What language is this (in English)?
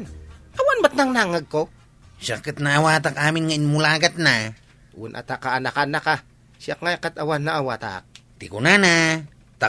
Iloko